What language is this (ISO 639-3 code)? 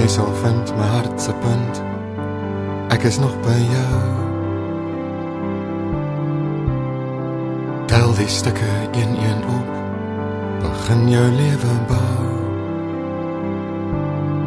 afr